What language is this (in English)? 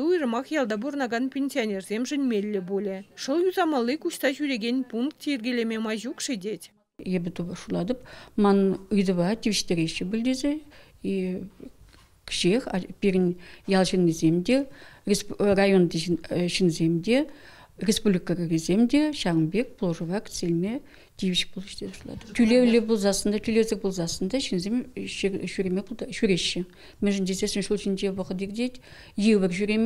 Chuvash